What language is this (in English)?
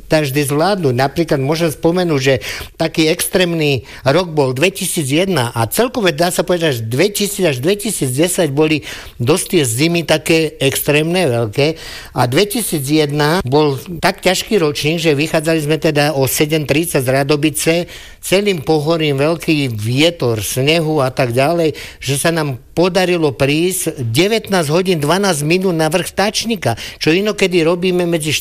Slovak